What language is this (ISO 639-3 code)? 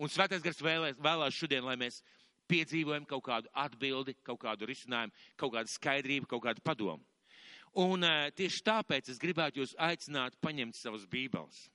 lav